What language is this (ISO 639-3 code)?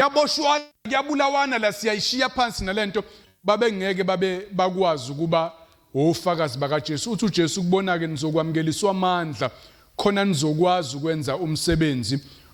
zul